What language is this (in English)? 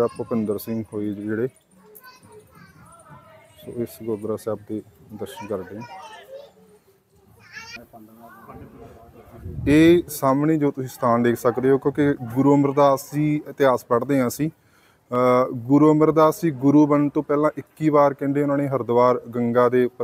Punjabi